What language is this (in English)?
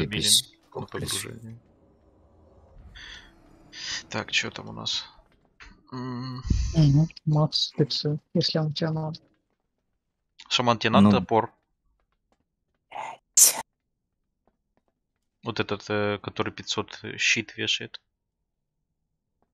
Russian